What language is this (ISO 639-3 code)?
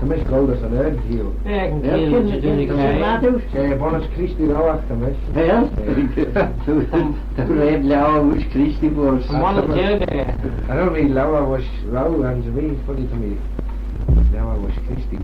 glv